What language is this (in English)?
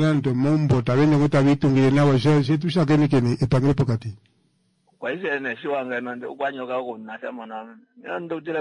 Kuanyama